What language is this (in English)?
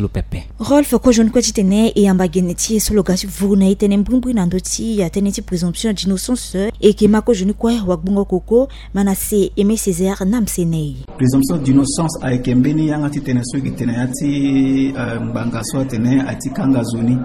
Sango